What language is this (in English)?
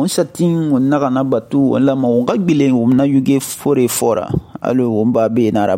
Susu